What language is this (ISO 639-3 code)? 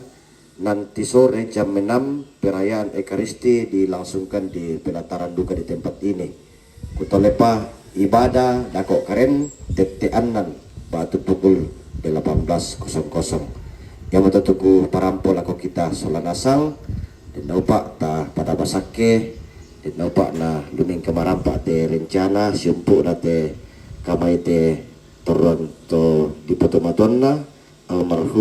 sda